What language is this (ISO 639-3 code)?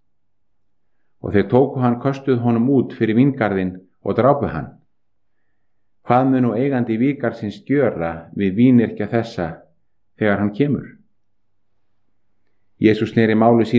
isl